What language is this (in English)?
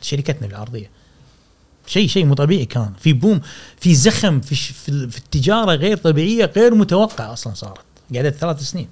Gulf Arabic